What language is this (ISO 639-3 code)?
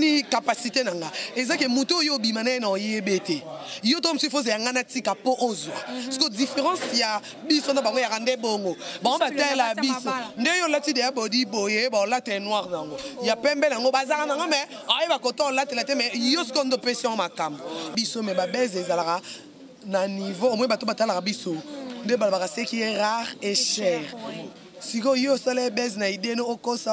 lin